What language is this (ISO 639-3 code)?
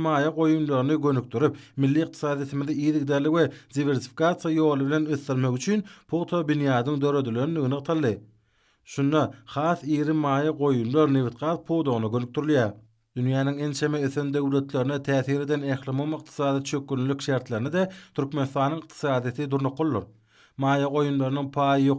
tuk